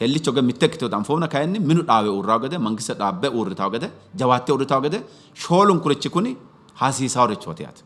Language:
Sidamo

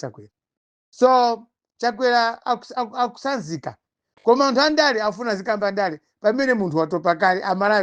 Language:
Nyanja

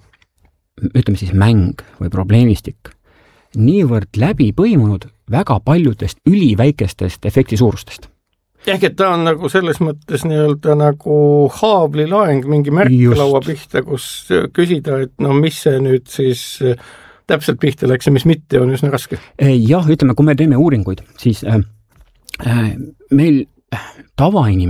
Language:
Estonian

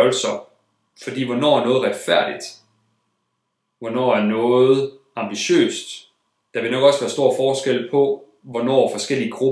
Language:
Danish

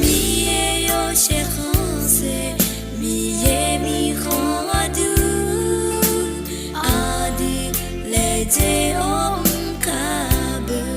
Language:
Akha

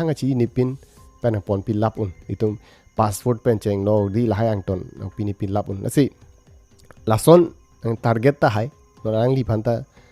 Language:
Karbi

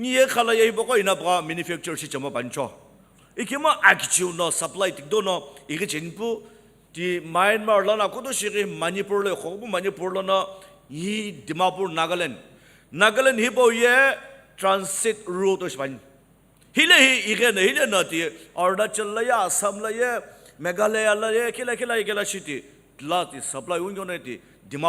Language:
Sumi Naga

